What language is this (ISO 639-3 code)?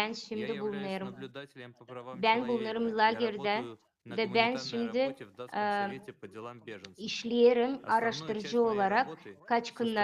gag